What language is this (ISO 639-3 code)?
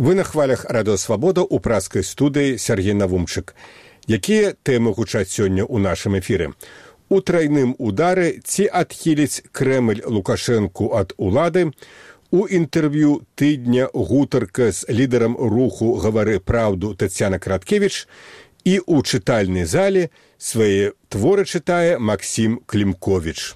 bel